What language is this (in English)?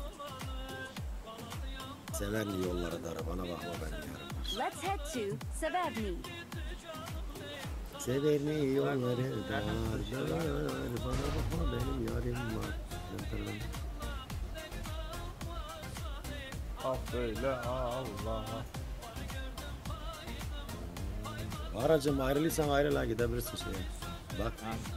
Turkish